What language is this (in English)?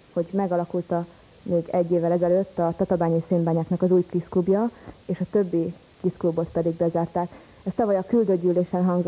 Hungarian